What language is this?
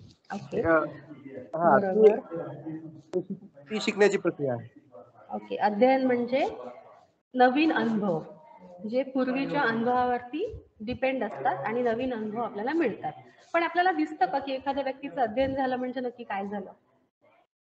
Marathi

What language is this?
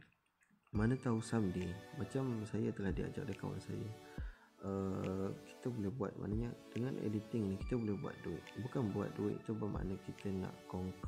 Malay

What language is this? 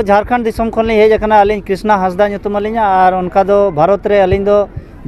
Santali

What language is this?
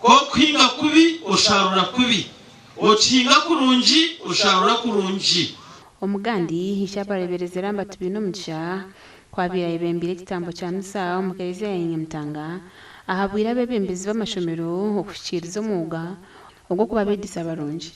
Nyankole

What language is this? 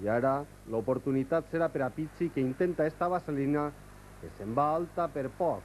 Catalan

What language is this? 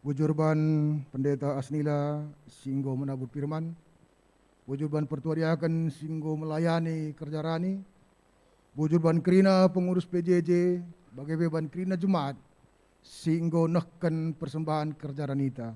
Batak Karo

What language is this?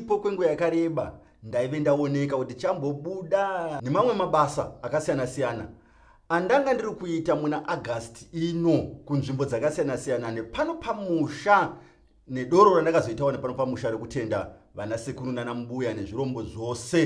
Shona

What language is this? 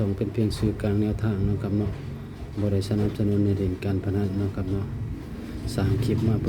Northeastern Thai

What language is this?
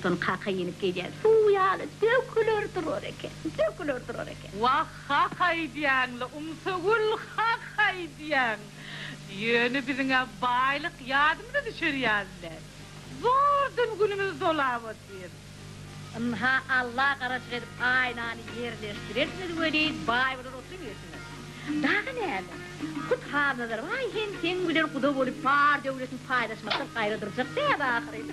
Turkmen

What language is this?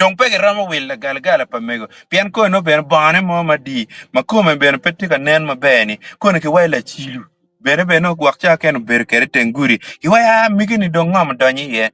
Acoli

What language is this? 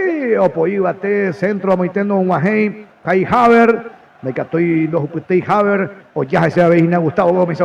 Guarani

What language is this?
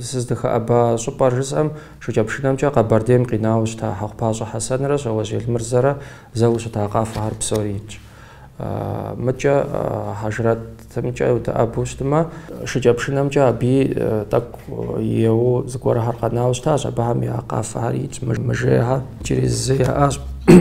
Kabardian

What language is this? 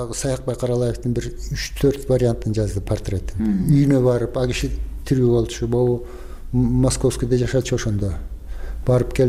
Kyrgyz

